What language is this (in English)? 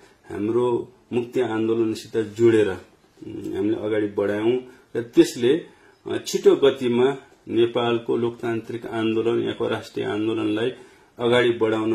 Nepali